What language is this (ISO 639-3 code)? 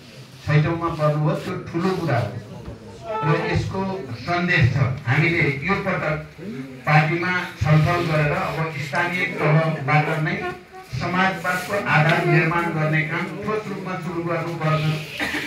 nep